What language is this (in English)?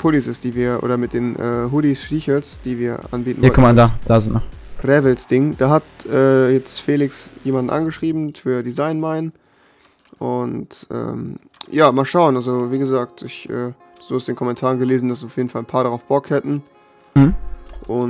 German